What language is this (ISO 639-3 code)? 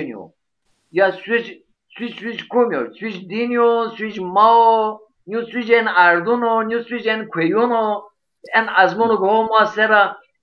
zza